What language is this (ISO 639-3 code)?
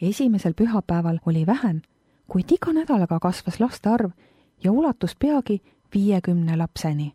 est